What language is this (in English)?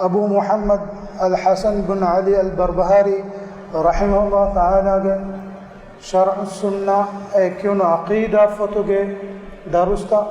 Divehi